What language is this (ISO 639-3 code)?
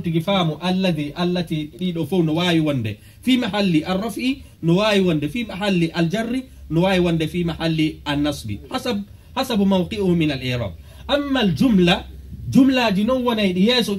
fuf